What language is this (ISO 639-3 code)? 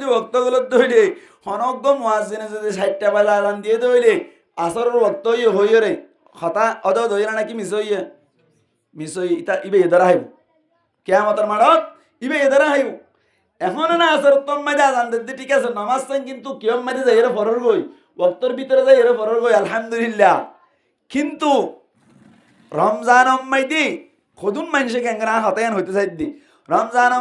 rhg